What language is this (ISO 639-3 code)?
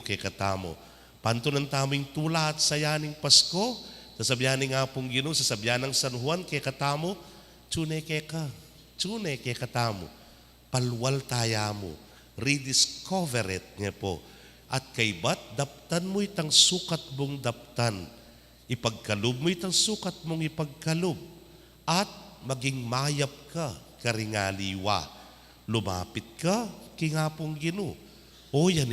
pam